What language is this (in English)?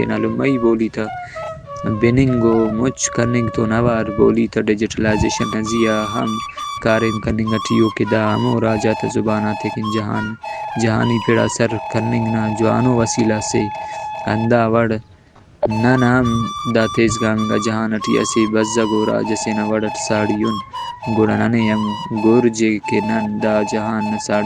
Brahui